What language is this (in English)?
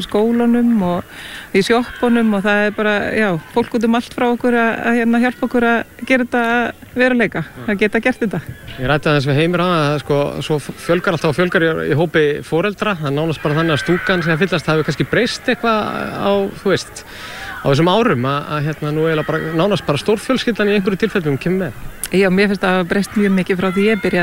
Icelandic